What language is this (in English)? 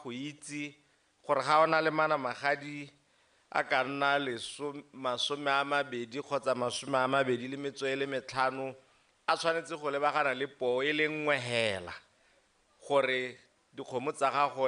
Tswana